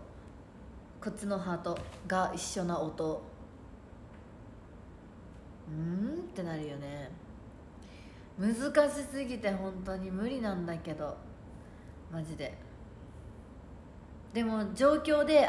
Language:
Japanese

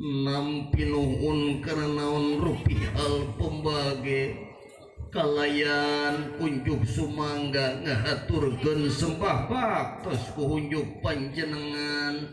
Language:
Sundanese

